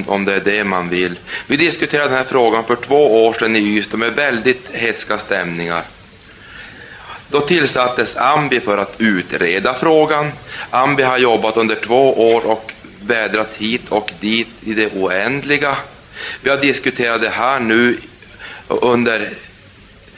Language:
Swedish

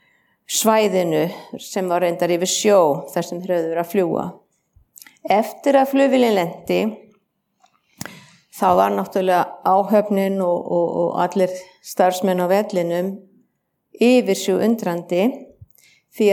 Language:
Icelandic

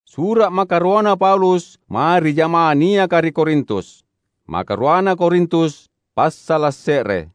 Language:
Makasar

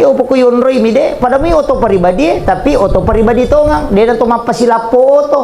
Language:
Buginese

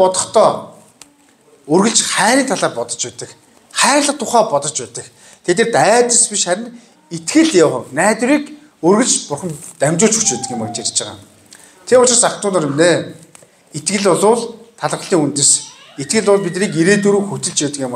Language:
Mongolian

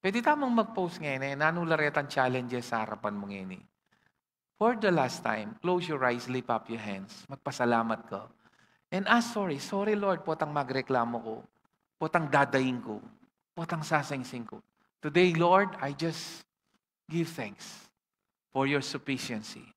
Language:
Pampanga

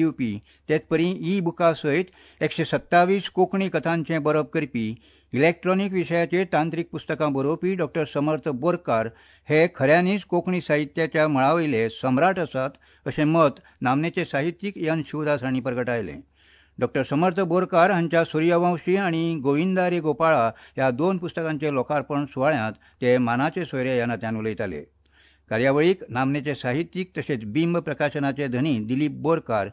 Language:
Konkani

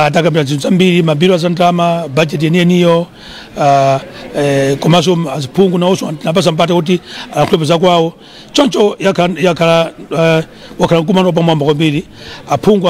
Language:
Nyanja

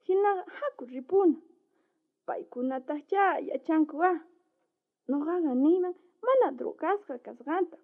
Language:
South Bolivian Quechua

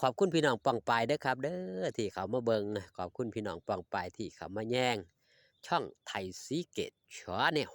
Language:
Northeastern Thai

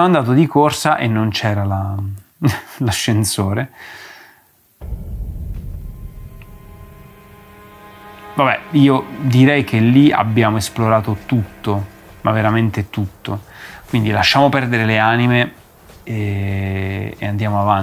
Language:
Italian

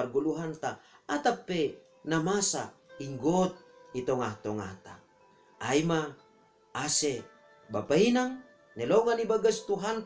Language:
Batak Simalungun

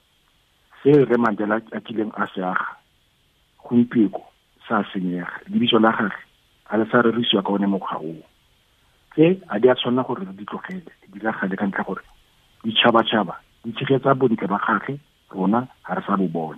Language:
Tswana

